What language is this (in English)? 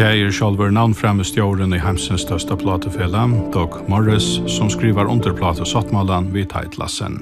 Faroese